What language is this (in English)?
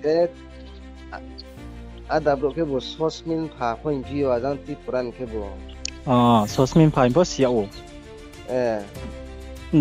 Riang (India)